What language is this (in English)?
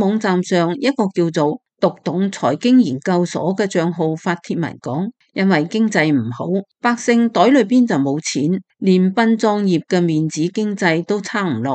Cantonese